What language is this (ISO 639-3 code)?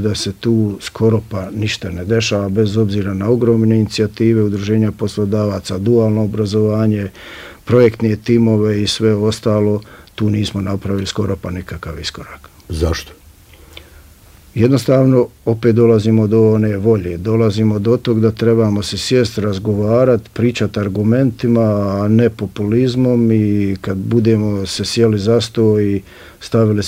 bos